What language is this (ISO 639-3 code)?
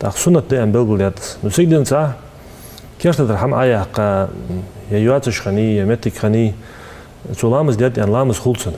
inh